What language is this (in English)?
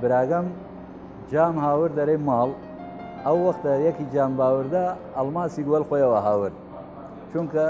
Southern Kurdish